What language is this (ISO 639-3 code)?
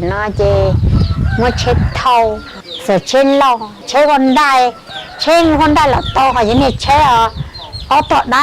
hmn